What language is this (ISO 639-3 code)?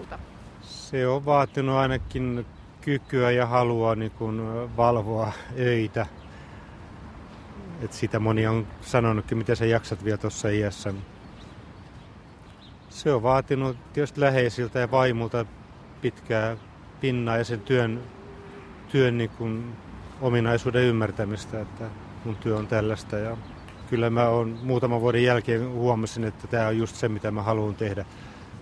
fin